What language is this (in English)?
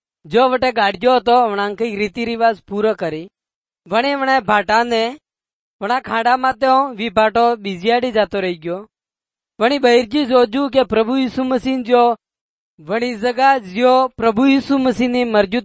Gujarati